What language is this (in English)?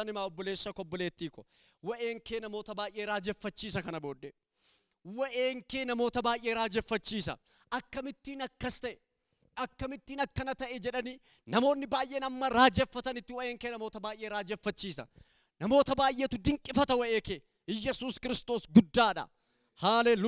Oromo